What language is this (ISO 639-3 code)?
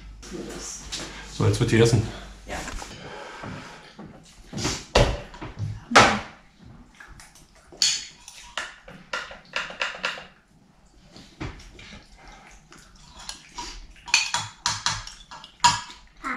deu